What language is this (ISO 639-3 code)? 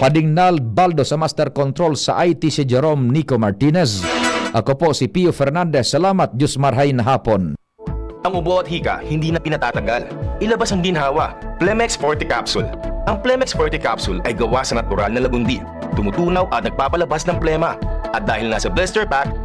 bik